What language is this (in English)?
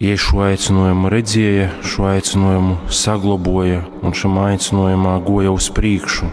Latgalian